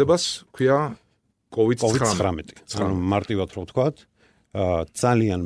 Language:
Georgian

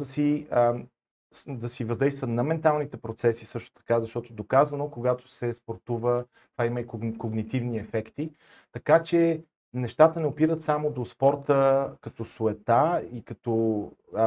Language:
Bulgarian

